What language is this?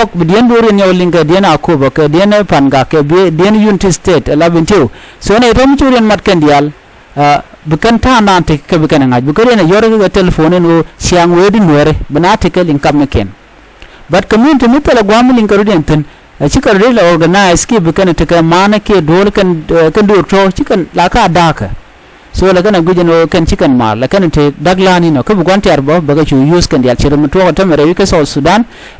Nuer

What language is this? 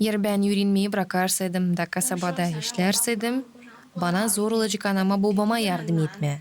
Gagauz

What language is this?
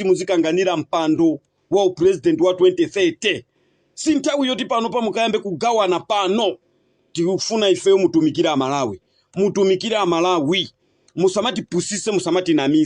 Nyanja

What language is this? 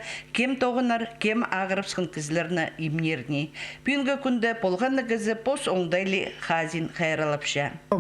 Khakas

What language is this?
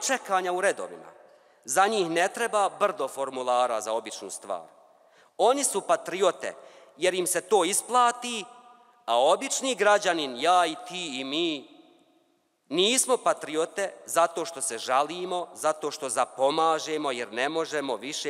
Bosnian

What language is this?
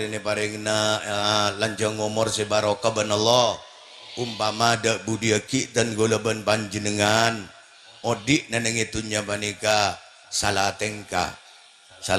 Madurese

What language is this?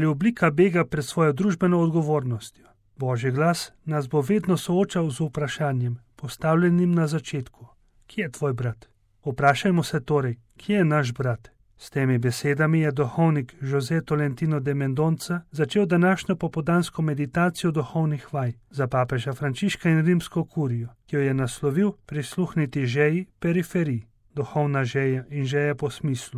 Slovenian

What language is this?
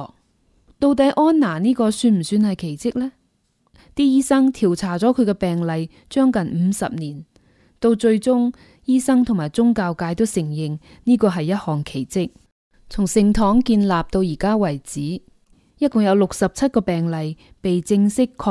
Cantonese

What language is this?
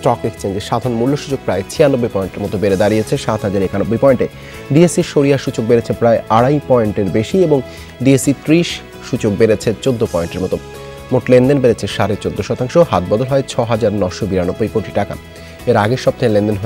Bangla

